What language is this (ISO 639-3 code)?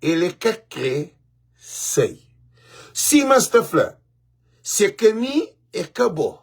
kea